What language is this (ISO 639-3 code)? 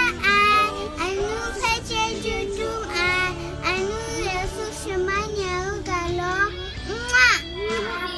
kac